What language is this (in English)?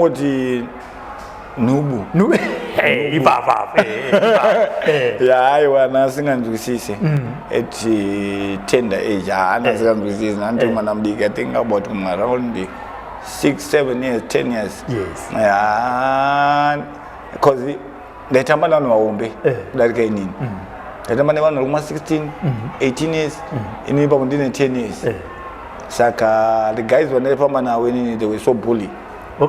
Shona